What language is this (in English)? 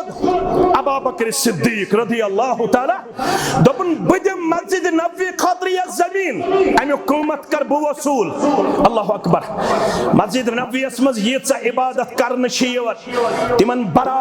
Kashmiri